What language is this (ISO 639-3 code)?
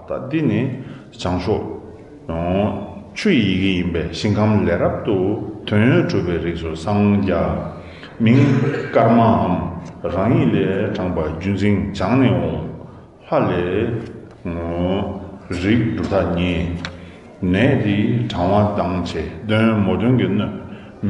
bod